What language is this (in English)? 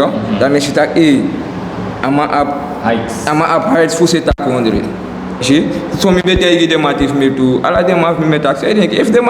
Sranan Tongo